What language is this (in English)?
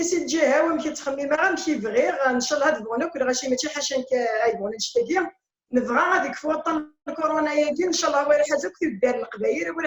Kabyle